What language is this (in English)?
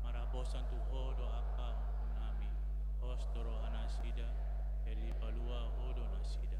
Batak Toba